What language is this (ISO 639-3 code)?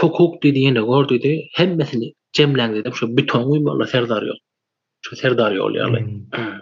tuk